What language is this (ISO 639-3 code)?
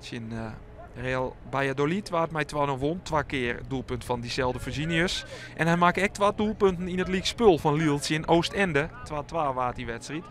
fry